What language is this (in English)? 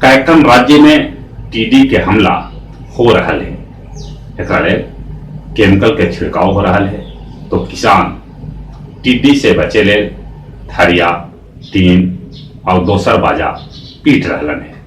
Magahi